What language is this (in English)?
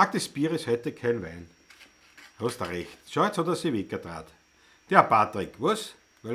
Bavarian